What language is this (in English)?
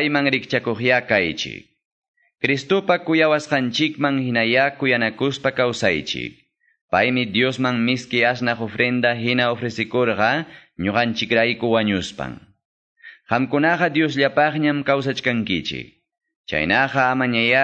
Quechua